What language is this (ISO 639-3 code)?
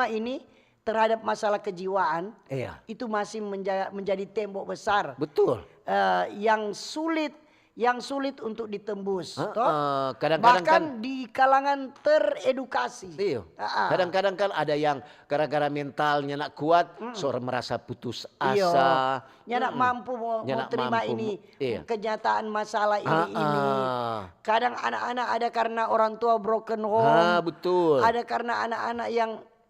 xmm